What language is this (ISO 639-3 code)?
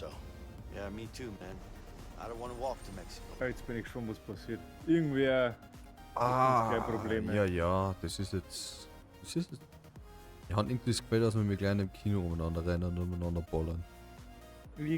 bar